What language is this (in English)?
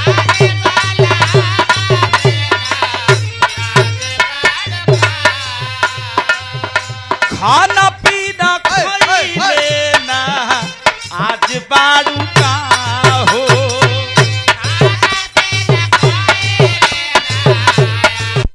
Bhojpuri